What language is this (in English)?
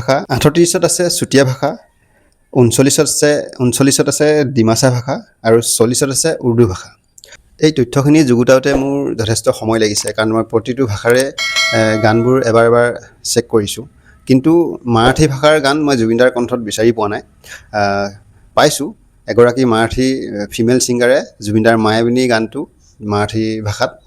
Assamese